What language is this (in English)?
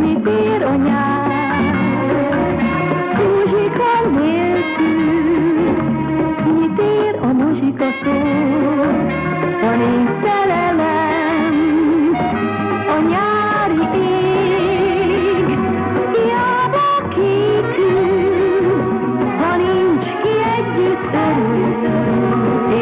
Hungarian